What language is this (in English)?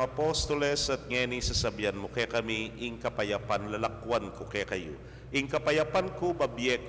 Pampanga